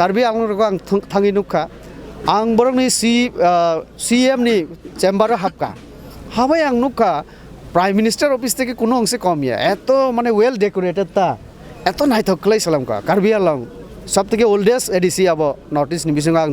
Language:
Kok Borok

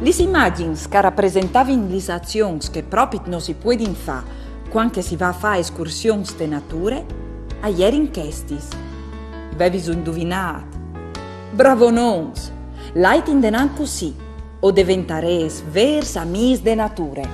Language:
Friulian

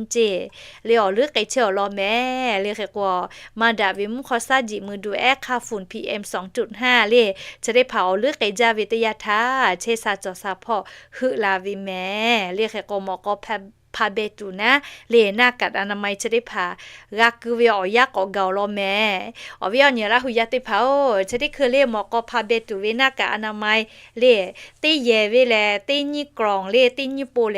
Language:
Lahu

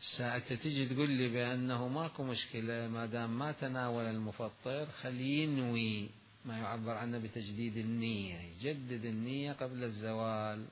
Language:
Mesopotamian Arabic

